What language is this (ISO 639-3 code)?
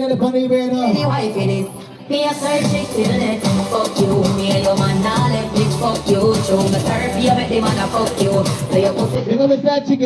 jam